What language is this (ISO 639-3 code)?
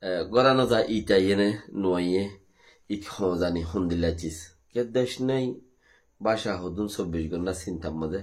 rhg